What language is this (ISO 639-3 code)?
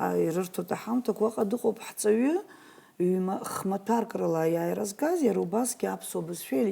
abk